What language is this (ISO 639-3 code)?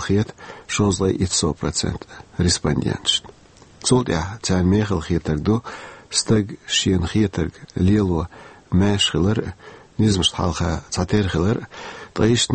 che